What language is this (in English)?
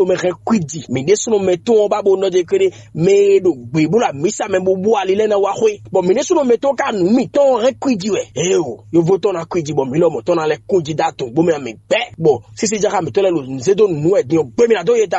Fon